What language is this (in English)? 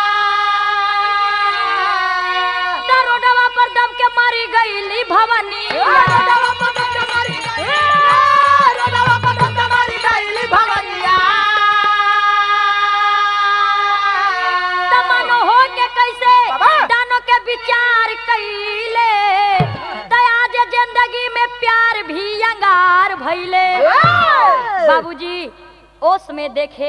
Bhojpuri